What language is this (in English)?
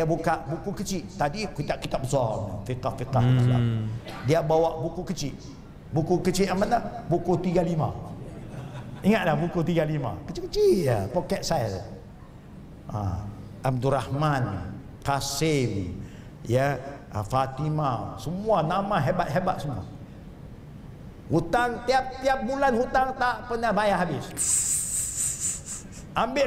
Malay